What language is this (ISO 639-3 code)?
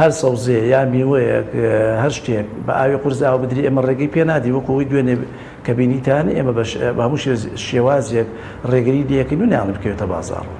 ckb